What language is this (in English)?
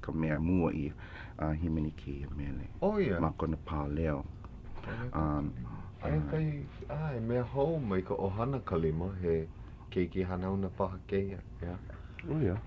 Hawaiian